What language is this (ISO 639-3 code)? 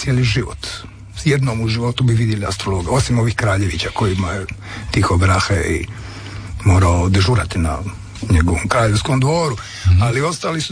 hrv